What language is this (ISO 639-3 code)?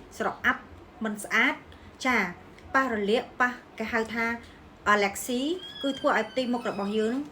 khm